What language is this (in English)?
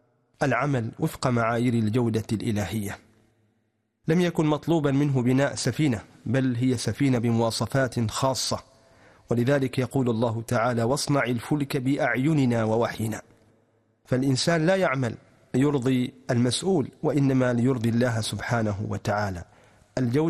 Arabic